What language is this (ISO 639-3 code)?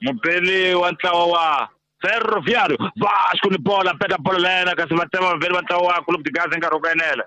tso